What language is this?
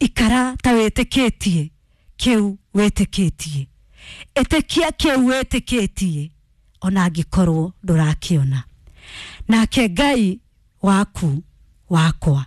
Kikuyu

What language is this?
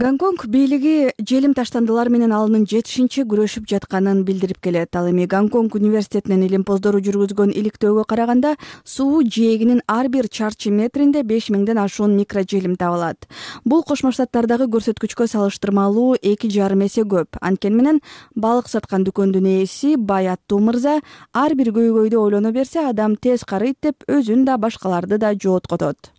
Kyrgyz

